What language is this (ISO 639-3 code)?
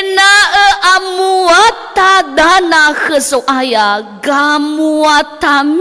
nia